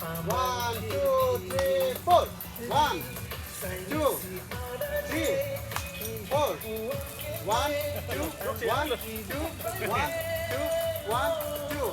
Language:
Karbi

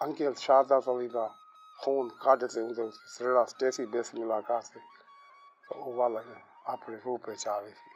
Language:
Saraiki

